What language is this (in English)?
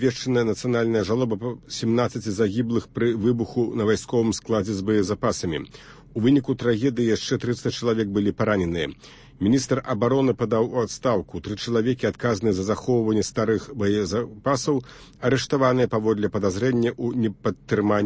Belarusian